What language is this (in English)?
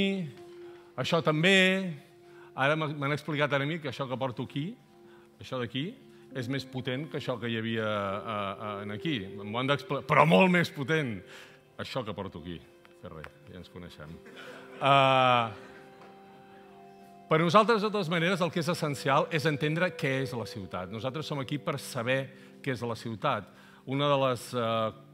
Catalan